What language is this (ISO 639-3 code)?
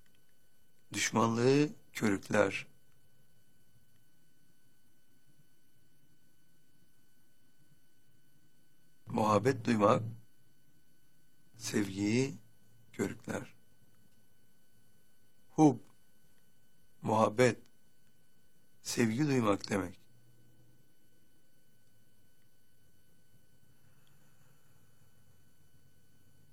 tur